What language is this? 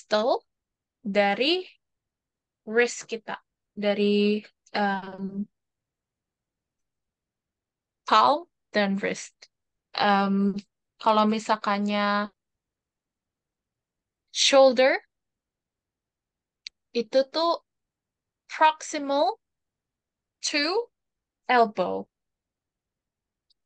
Indonesian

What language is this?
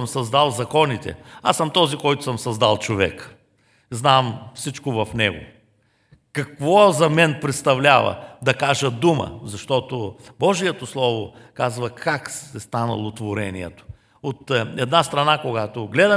Bulgarian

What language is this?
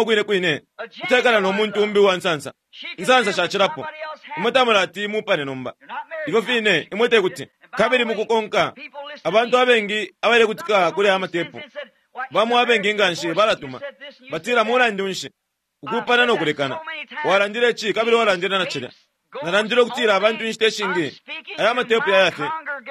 Bemba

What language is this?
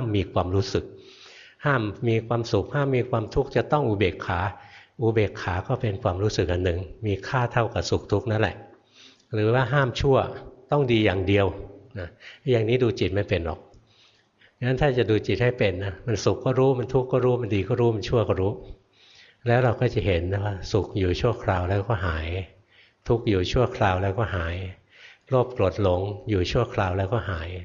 Thai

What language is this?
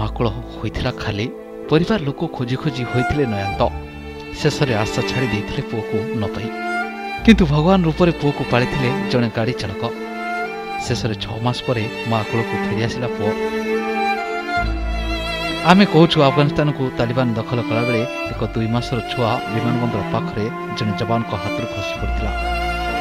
Odia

